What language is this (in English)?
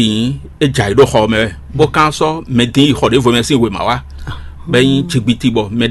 Fon